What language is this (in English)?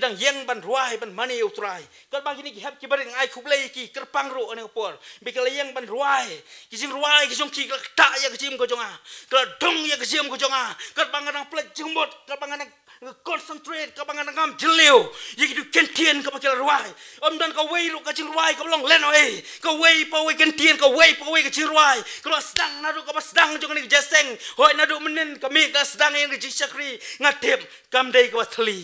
Khasi